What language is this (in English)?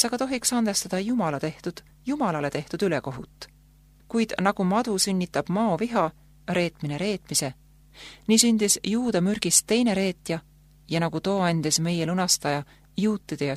Estonian